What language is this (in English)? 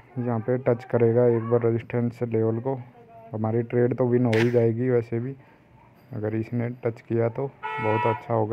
Hindi